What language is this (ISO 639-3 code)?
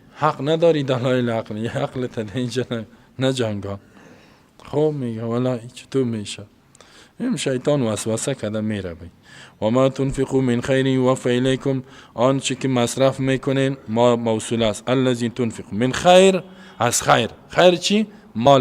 fas